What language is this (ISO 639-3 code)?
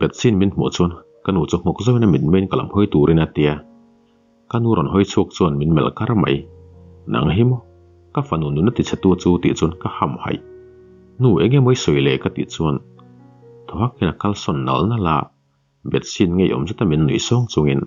lus